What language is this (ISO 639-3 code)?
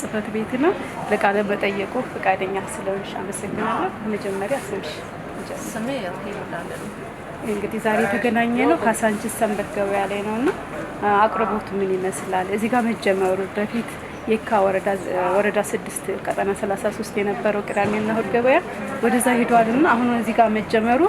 amh